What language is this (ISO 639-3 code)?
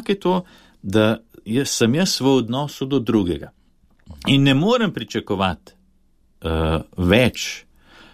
slv